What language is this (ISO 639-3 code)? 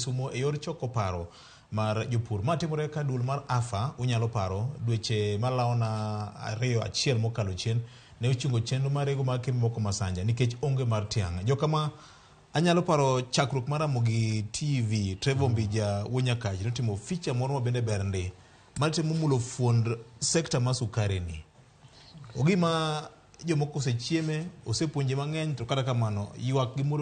luo